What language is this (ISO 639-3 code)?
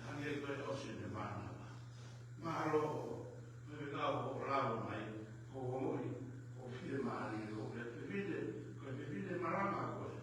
ton